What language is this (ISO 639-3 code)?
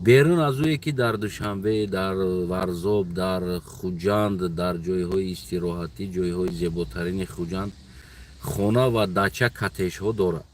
tgk